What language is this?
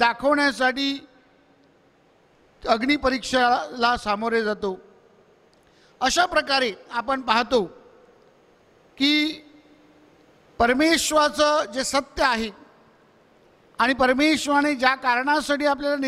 Marathi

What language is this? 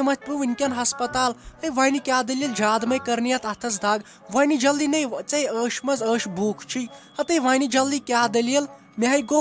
Kashmiri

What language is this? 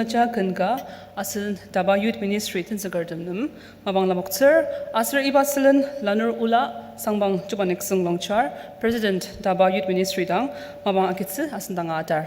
Ao Naga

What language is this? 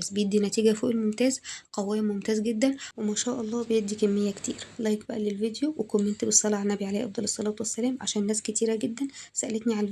Egyptian Arabic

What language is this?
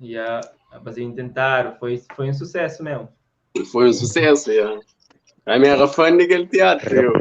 Kabuverdianu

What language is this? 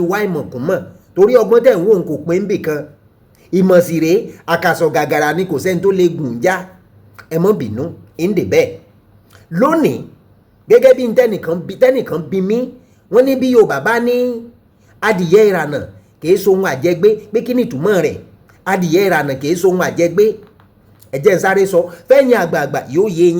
Yoruba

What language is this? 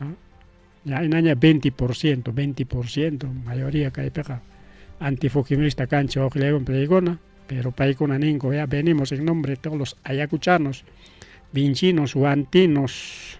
Ayacucho Quechua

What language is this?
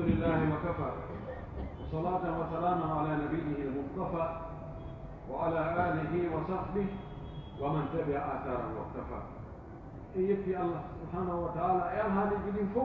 Pular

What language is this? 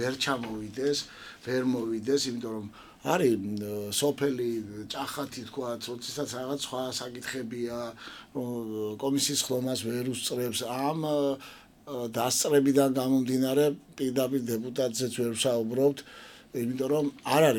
Georgian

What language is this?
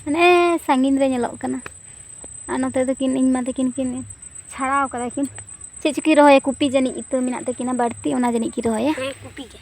Santali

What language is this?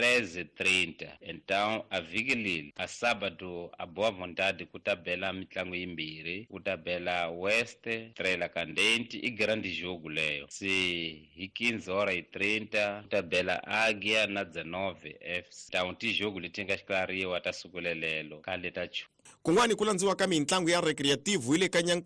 Tsonga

